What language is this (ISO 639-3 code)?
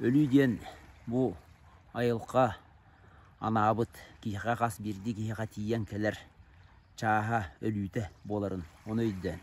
sah